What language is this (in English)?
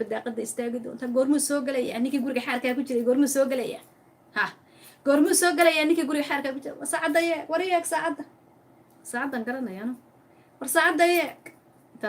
Somali